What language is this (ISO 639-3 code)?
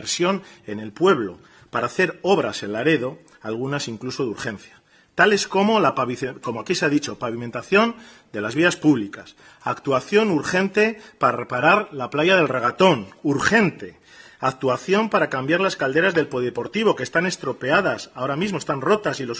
spa